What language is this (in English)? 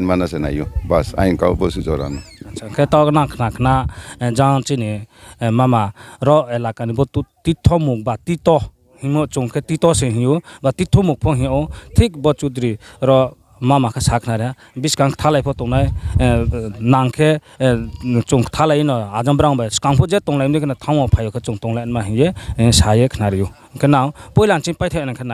Riang (India)